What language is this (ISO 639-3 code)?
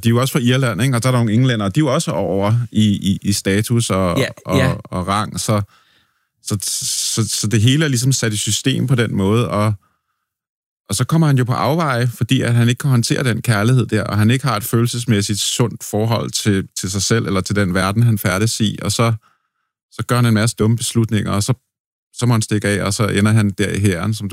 dan